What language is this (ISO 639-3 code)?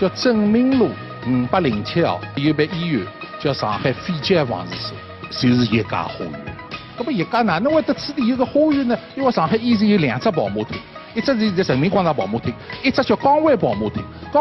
wuu